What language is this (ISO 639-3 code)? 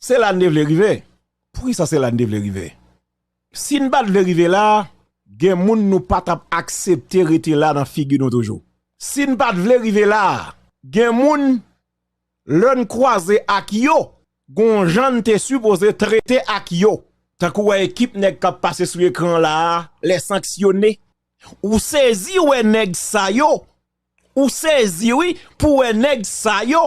hat